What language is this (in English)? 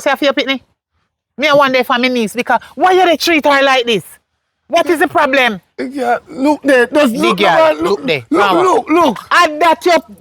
Jamaican Creole English